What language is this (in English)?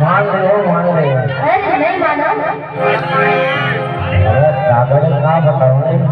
Chhattisgarhi